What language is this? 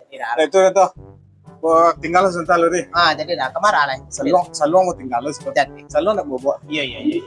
Minangkabau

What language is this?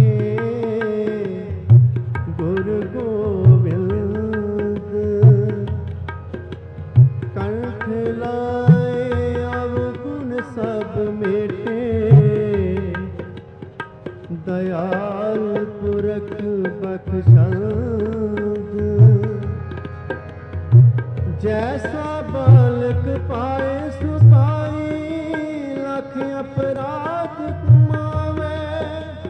Punjabi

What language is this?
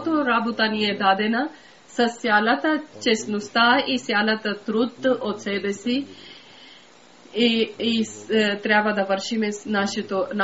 Bulgarian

